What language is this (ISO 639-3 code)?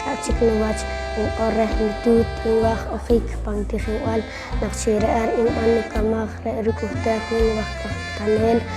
poh